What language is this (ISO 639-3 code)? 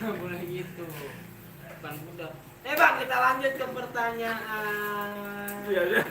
bew